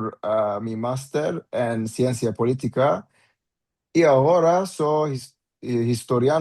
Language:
Ladino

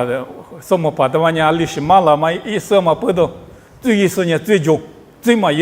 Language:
Lisu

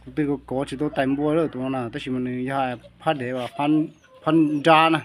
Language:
Hmong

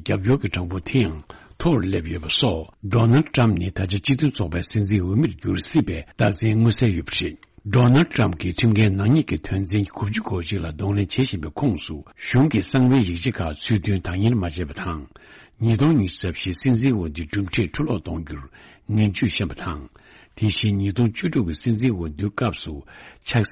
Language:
Tibetan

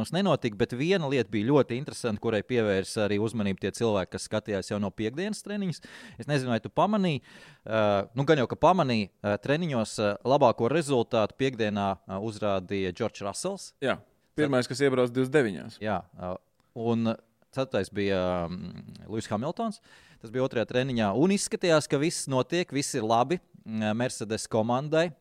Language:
Latvian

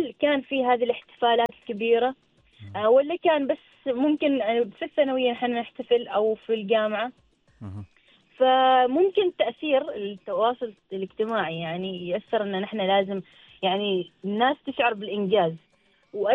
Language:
Arabic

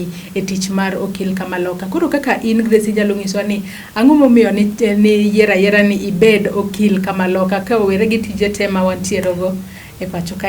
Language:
Luo (Kenya and Tanzania)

